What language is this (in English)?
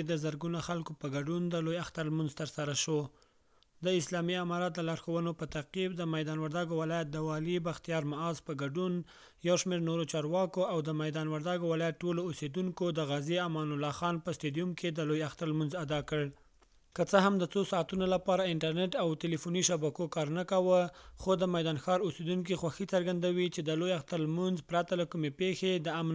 Pashto